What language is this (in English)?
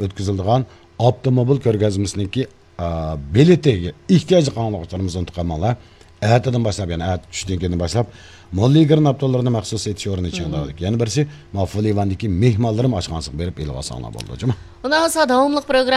Uyghur